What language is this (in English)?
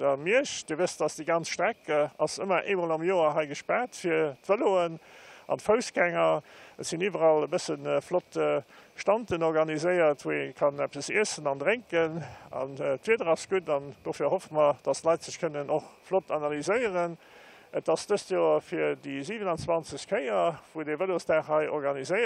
Luxembourgish